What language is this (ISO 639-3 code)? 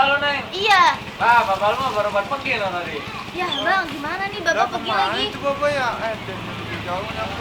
bew